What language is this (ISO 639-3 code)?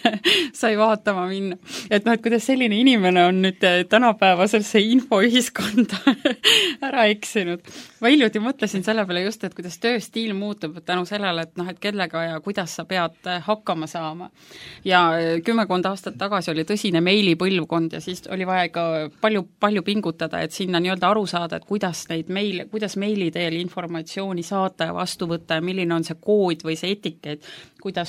est